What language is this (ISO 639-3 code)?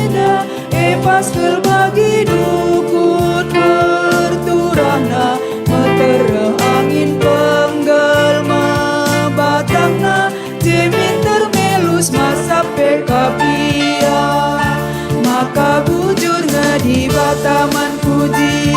btx